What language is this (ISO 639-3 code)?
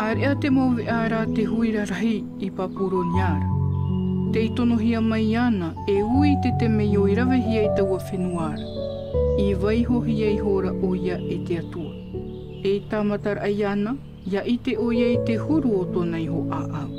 tah